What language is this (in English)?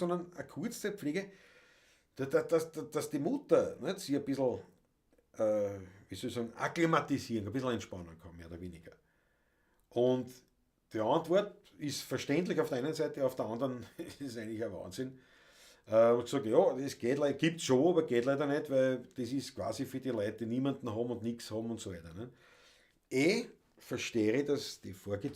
Bavarian